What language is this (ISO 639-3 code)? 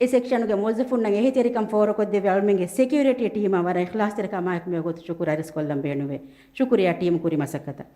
div